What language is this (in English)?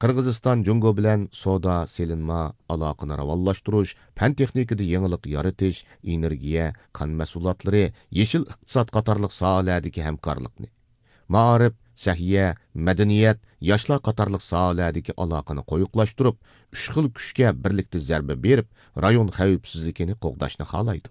Uyghur